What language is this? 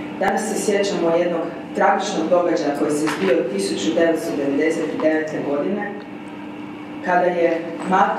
Croatian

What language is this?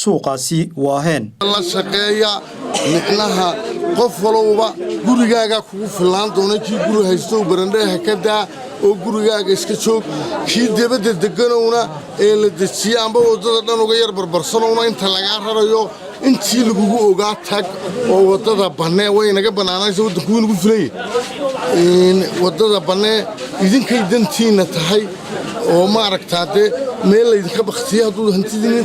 Somali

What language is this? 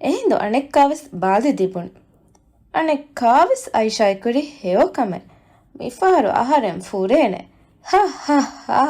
Divehi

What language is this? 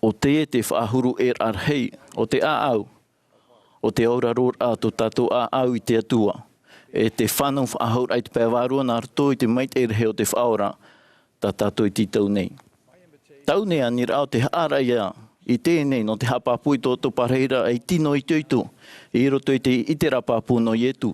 Tahitian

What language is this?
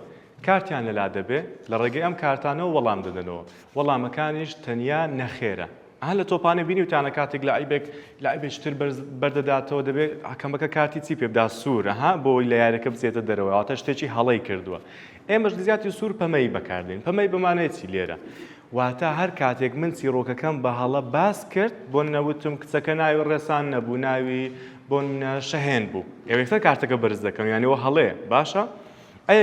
Central Kurdish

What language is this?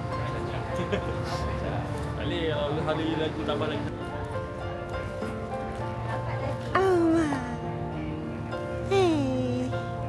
Malay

